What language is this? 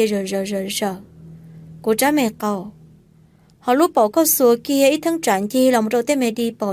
Hmong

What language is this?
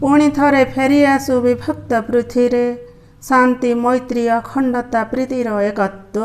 Odia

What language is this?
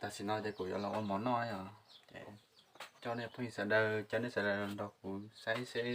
Hmong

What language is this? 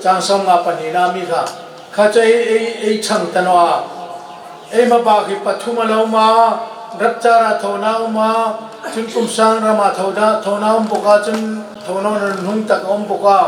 Hmar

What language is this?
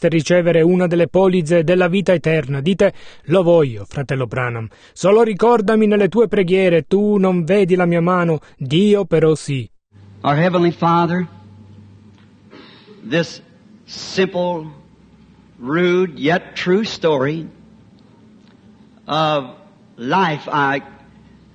Italian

